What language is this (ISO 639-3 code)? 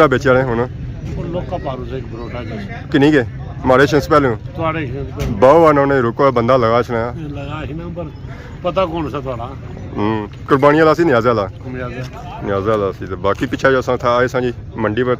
phr